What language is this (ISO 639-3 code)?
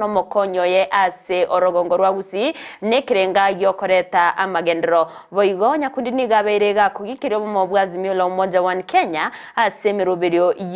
guz